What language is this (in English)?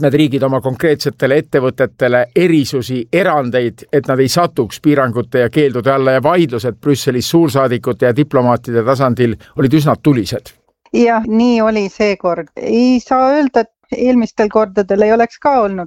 Estonian